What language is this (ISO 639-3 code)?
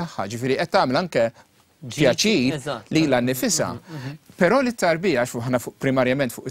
mlt